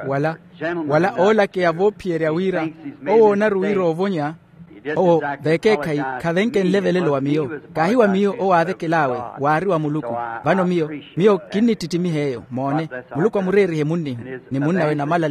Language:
Makhuwa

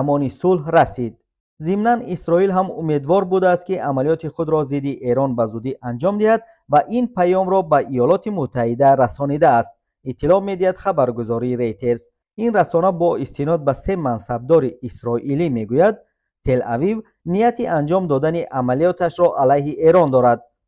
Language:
Tajik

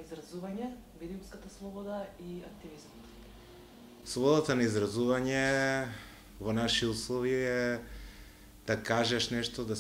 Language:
Macedonian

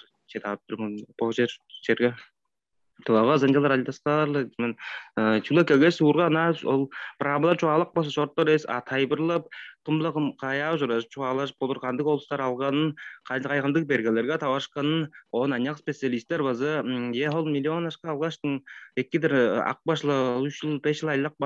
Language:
Tuvinian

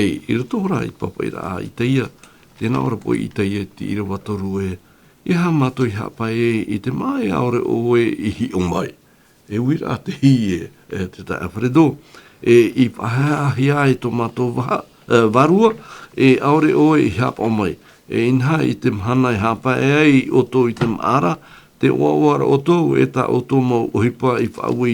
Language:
Tahitian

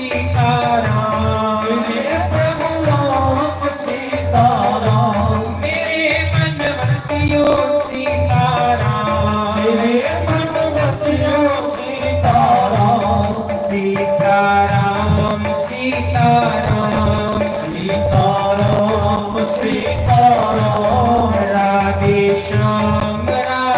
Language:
Dogri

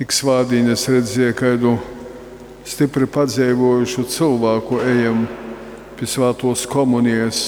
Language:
Latgalian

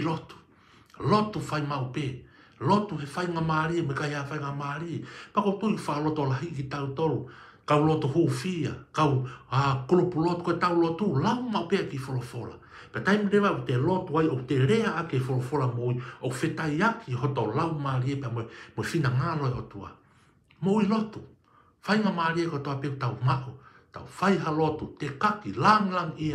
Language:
Tongan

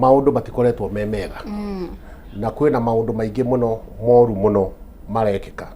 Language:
Kikuyu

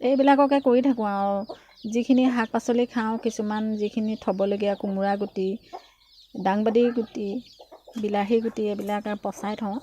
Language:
Assamese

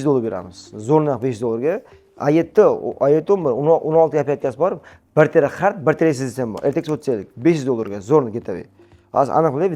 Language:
Uzbek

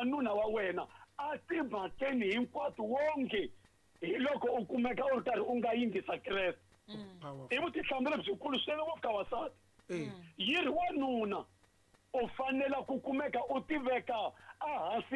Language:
Tsonga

